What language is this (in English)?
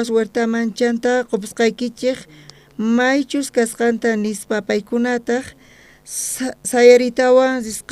South Bolivian Quechua